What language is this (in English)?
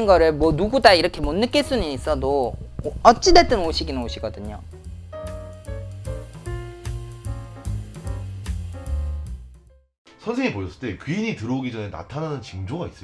Korean